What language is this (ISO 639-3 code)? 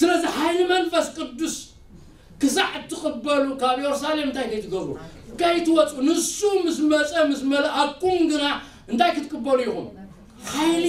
tir